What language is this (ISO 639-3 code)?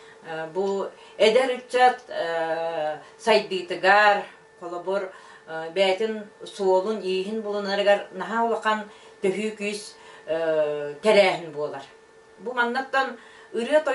sah